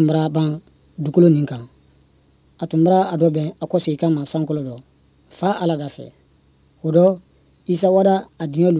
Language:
Bambara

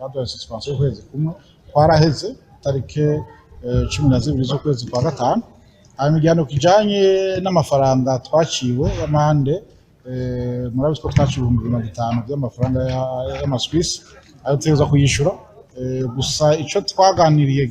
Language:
Rundi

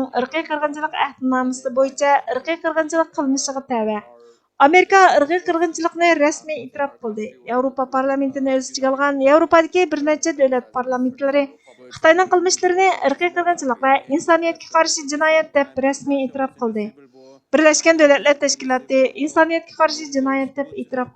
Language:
Uyghur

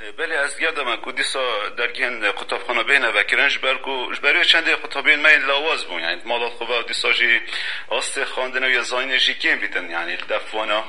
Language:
Kurdish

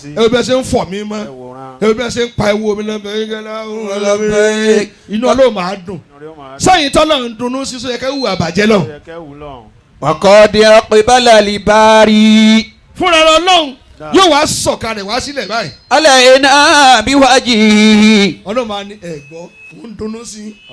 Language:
Yoruba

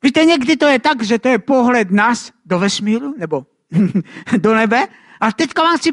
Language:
Czech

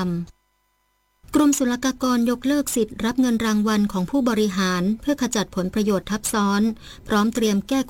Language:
Thai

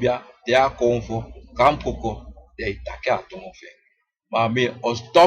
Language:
Sranan Tongo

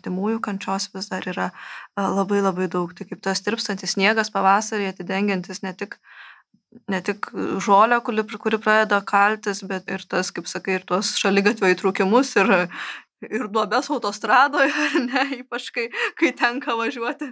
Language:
Lithuanian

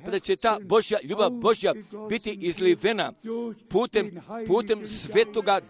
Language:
Croatian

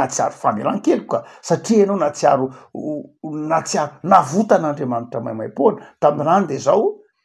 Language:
Malagasy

